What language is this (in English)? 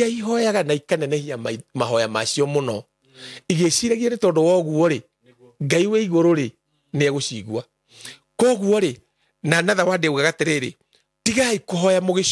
Kikuyu